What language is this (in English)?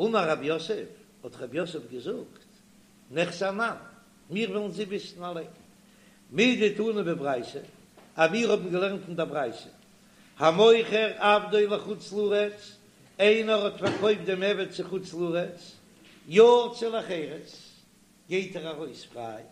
Yiddish